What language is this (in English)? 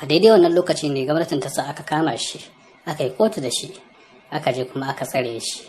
Hausa